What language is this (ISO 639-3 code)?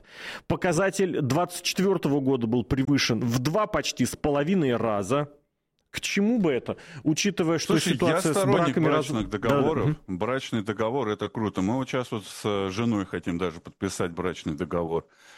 rus